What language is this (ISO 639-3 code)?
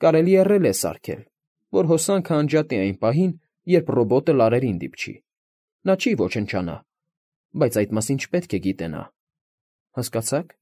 hye